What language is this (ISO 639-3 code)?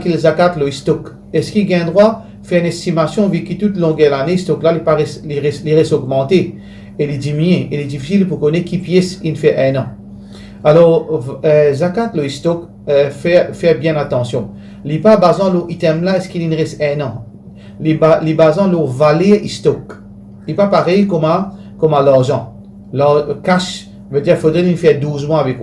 mfe